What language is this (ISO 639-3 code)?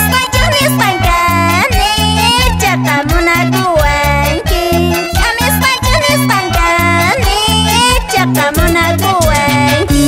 que